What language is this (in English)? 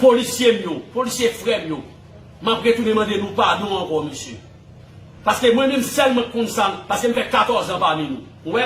Haitian Creole